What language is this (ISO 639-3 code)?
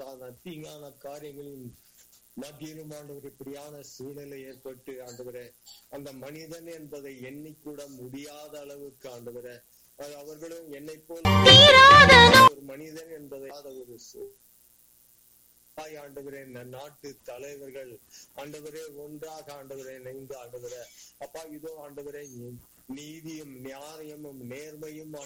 tam